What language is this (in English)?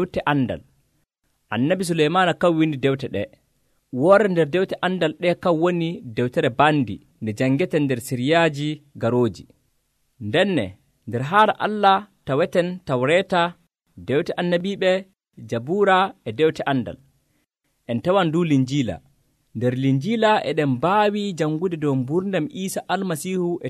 Nigerian Fulfulde